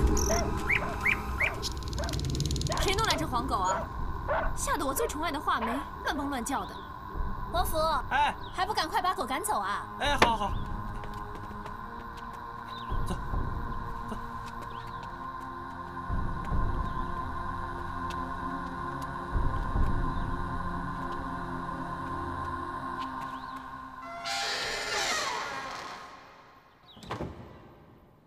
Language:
Chinese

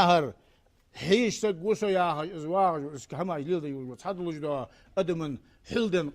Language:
Ingush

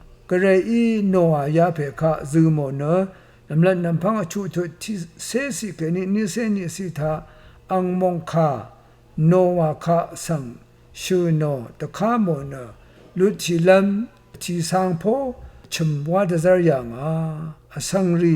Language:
Rawang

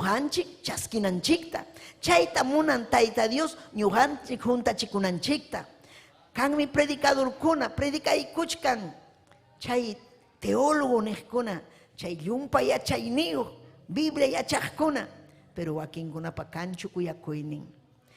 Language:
Ayacucho Quechua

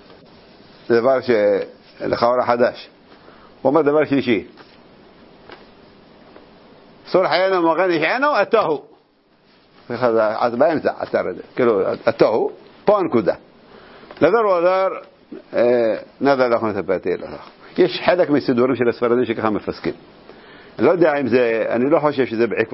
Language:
Hebrew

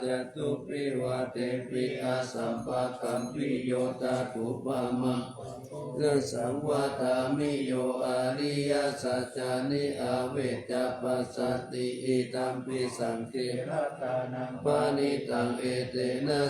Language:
Pali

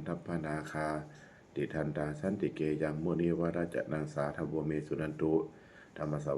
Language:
Pali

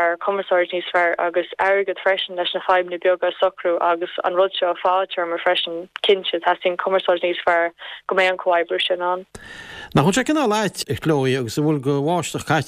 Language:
Irish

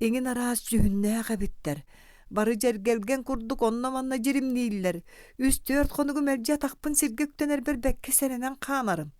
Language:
Yakut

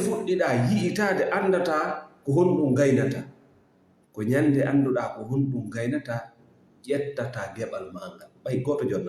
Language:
Fula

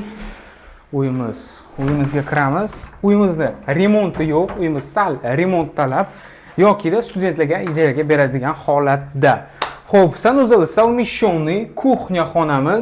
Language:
Uzbek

